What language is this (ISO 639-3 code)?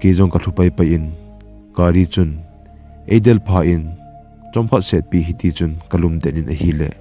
tcz